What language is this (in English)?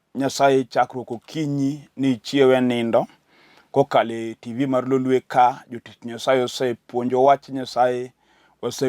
Luo (Kenya and Tanzania)